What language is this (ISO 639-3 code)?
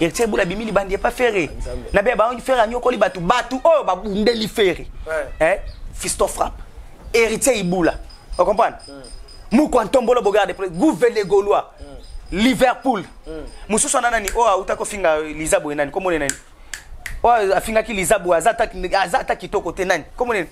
lin